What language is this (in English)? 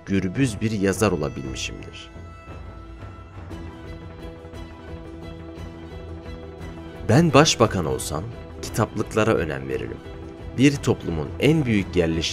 Turkish